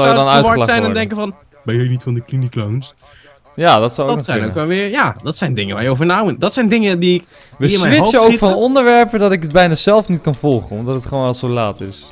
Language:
Dutch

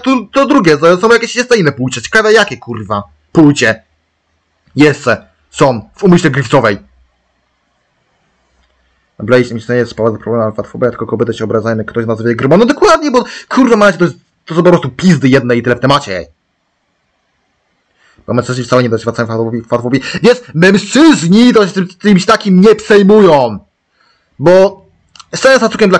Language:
Polish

